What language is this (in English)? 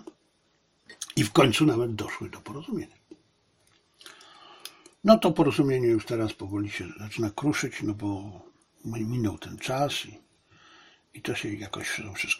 Polish